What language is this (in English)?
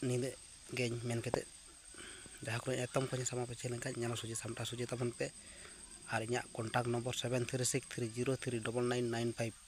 Santali